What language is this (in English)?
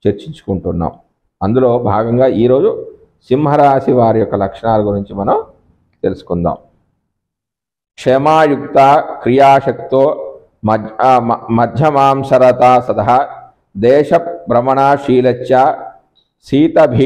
Telugu